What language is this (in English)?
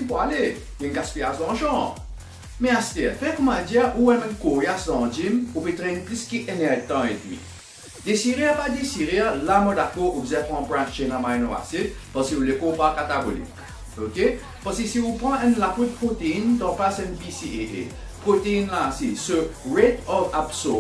Morisyen